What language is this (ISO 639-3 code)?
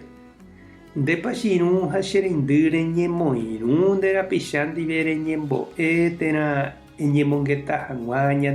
grn